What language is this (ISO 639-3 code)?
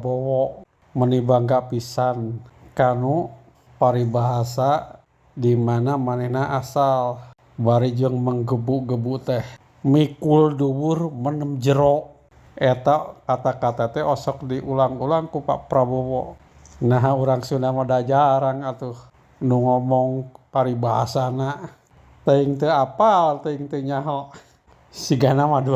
sun